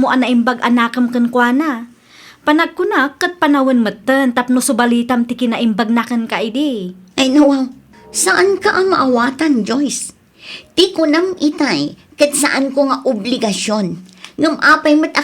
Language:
Iloko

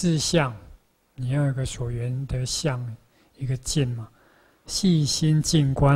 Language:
Chinese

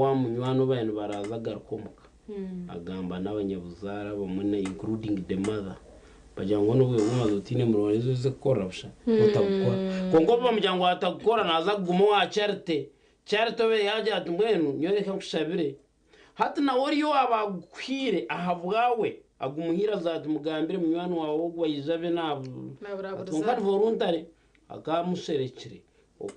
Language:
Nyankole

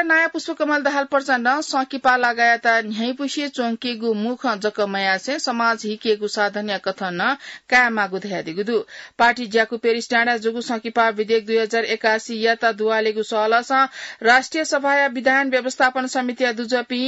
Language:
Newari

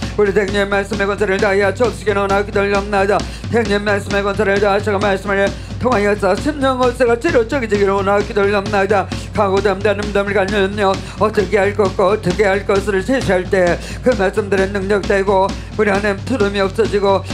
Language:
Korean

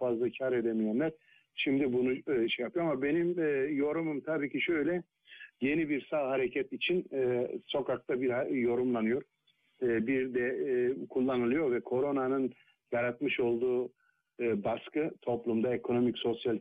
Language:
Turkish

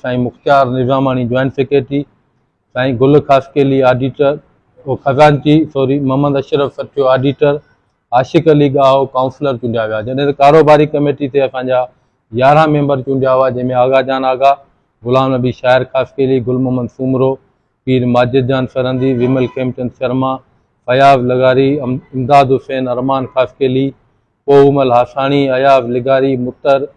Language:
Sindhi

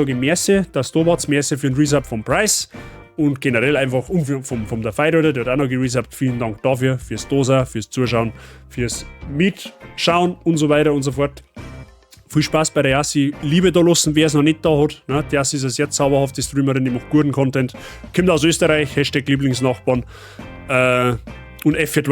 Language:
Bavarian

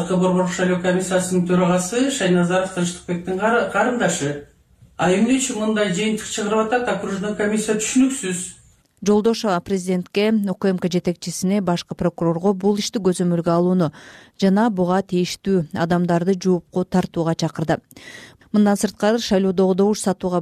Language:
Kyrgyz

